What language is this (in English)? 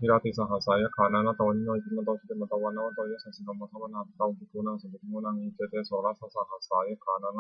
Pali